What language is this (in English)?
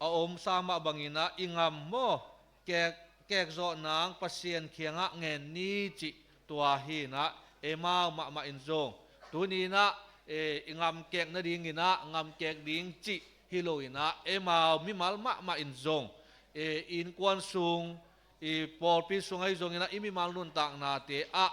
Tedim Chin